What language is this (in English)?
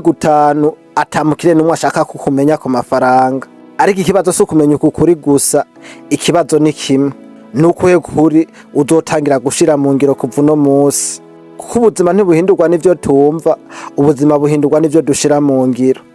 Rundi